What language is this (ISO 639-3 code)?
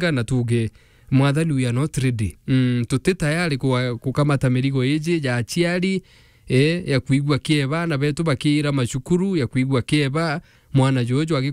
mer